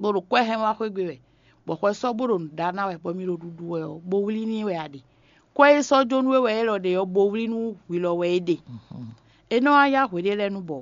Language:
Fon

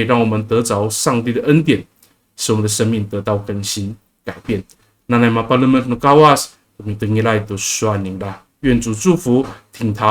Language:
Amis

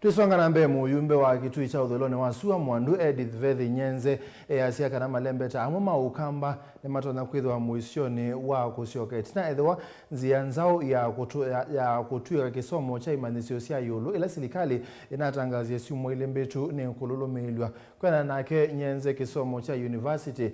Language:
Kamba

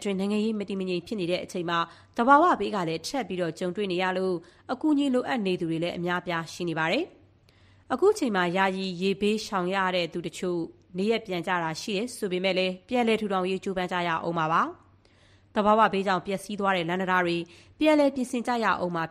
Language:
Burmese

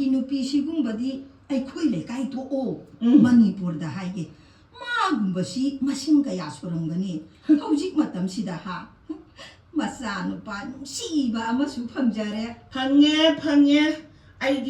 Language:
Manipuri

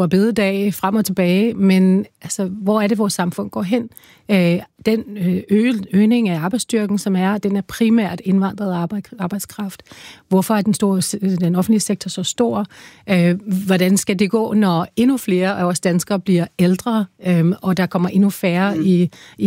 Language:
Danish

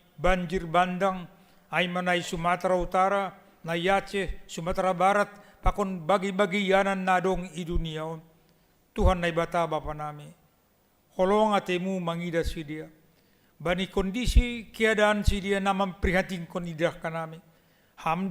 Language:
Batak Simalungun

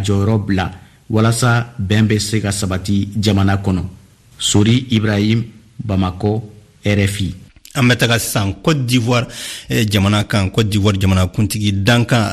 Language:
Bambara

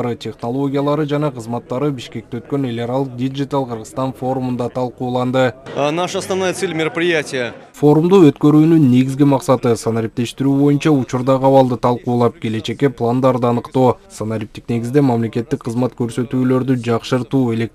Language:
Kyrgyz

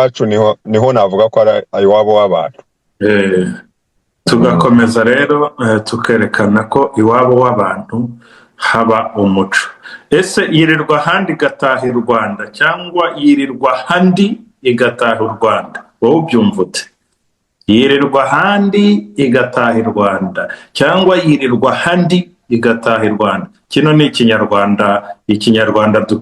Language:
Kinyarwanda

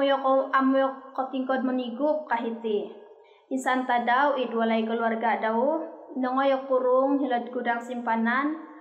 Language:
Central Dusun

